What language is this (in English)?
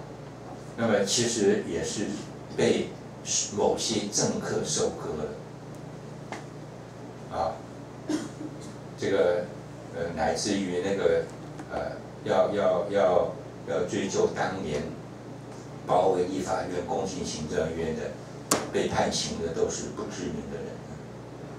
Chinese